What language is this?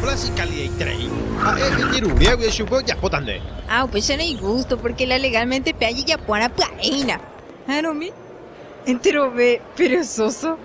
Guarani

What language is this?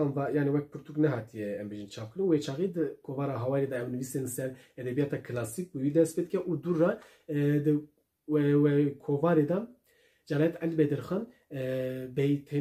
Kurdish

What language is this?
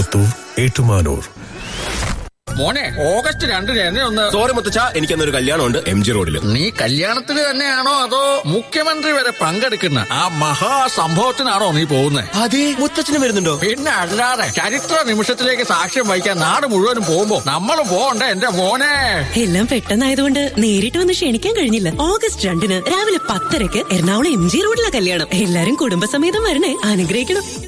Malayalam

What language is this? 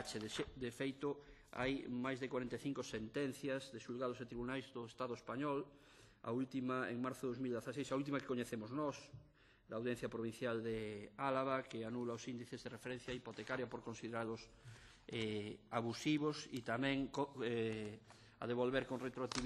Galician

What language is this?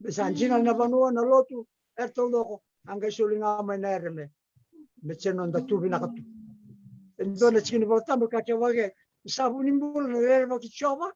Fijian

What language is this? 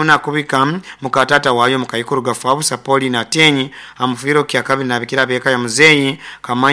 Nyoro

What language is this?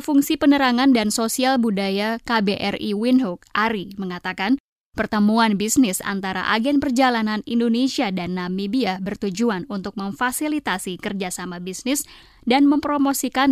Indonesian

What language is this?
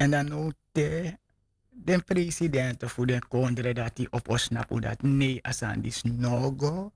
Sranan Tongo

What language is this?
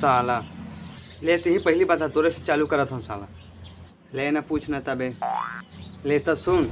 Chhattisgarhi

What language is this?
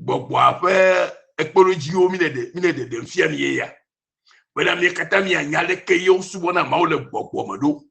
Ewe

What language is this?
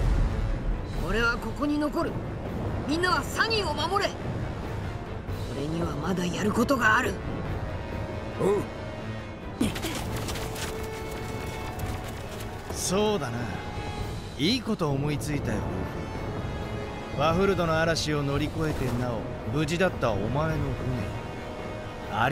Japanese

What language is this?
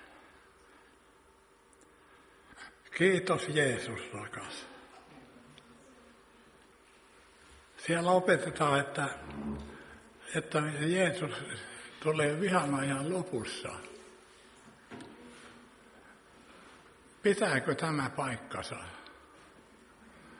Finnish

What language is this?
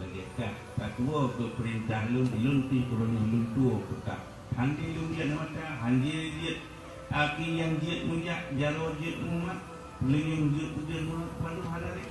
Achinese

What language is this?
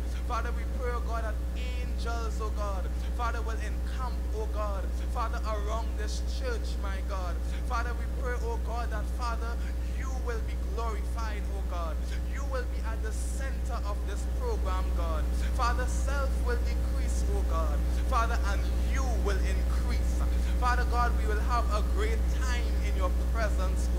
English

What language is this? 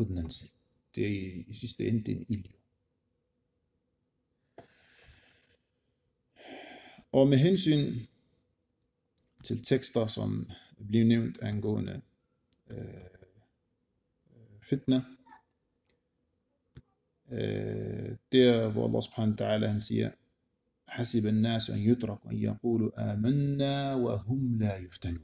Danish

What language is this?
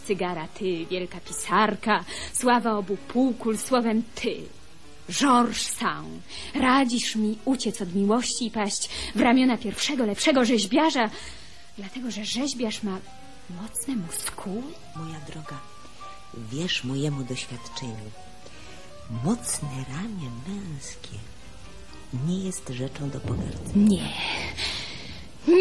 Polish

